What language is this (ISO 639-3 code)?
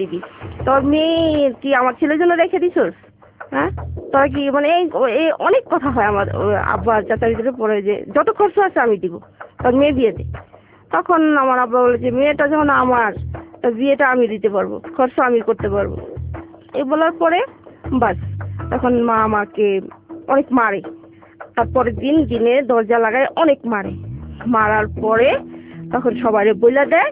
ben